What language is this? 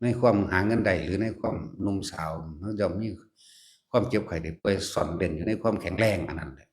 Lao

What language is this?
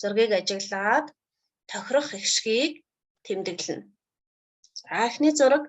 Mongolian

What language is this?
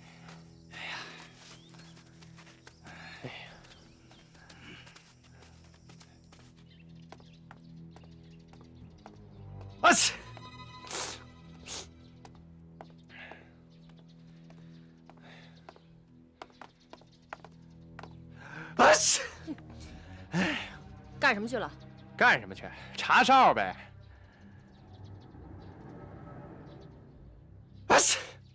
Chinese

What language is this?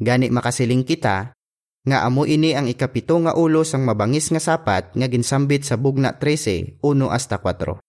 Hiligaynon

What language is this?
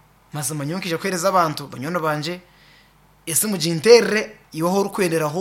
Kinyarwanda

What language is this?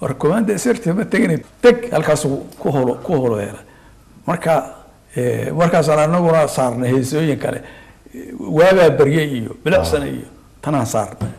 Somali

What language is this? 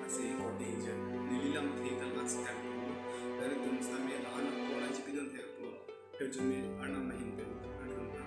Karbi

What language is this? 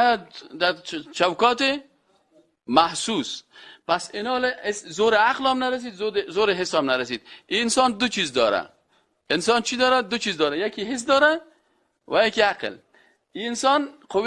Persian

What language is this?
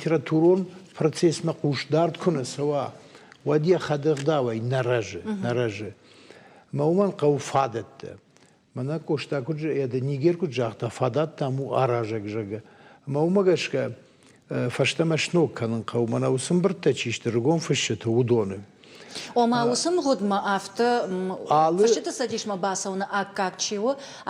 Ossetic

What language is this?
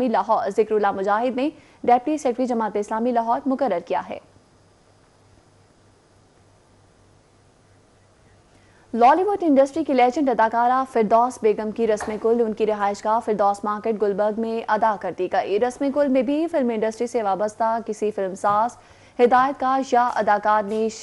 Urdu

